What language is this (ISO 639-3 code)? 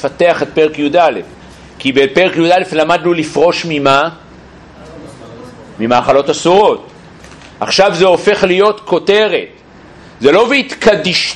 heb